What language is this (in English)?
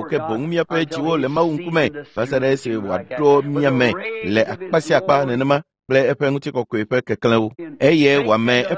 Ewe